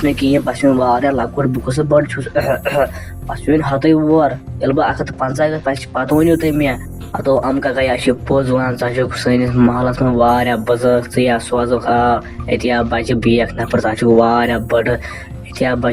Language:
Kashmiri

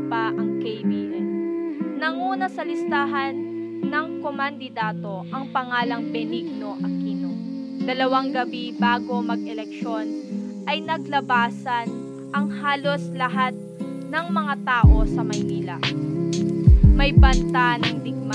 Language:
Filipino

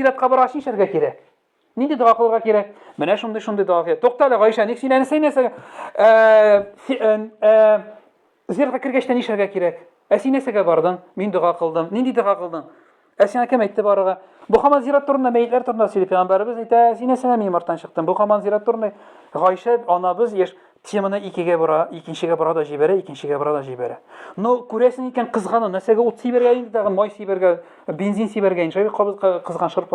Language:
Tatar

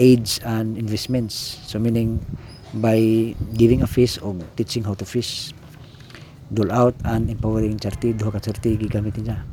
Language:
Cebuano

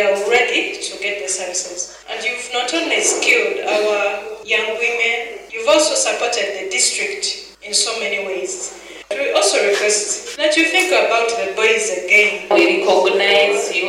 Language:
Nyoro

